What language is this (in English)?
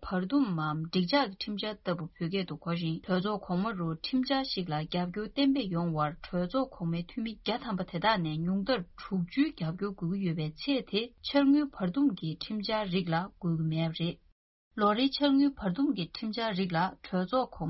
Tibetan